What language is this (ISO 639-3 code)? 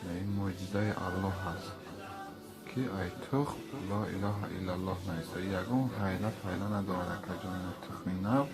tgk